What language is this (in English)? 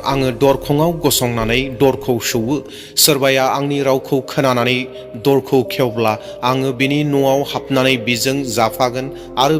Bodo